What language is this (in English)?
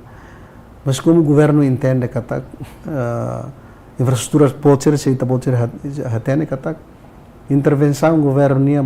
Tetum